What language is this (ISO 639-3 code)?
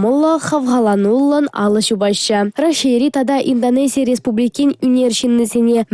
chv